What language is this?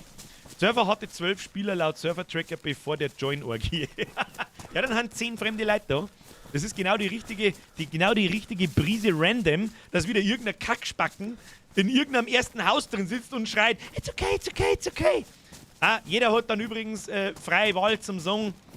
Bavarian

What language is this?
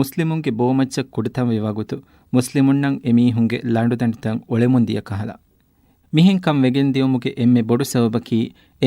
Divehi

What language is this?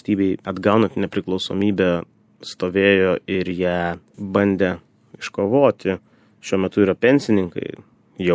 Lithuanian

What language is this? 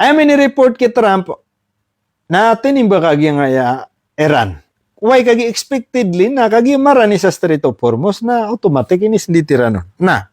Maranao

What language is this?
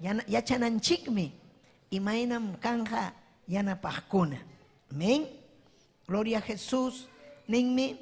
Ayacucho Quechua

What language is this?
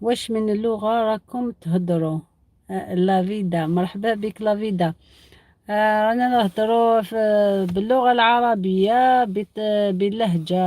Algerian Arabic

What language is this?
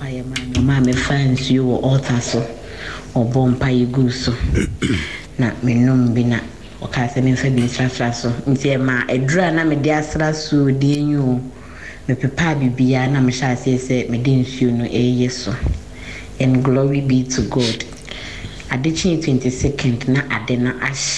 Akan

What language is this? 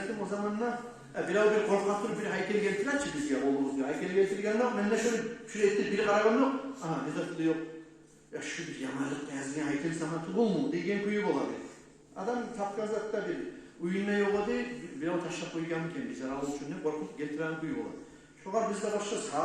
Kumyk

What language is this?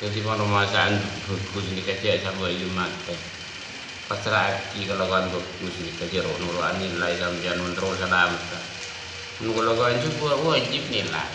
Madurese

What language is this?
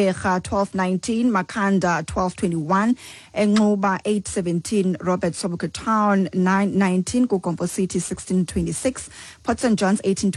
Xhosa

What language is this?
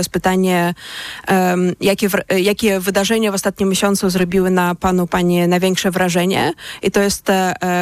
Polish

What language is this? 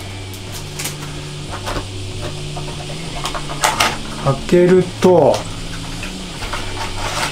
Japanese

